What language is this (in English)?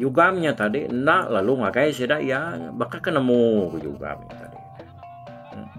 Iban